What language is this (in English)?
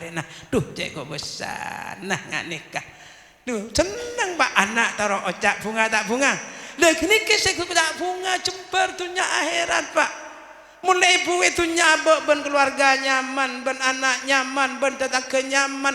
Madurese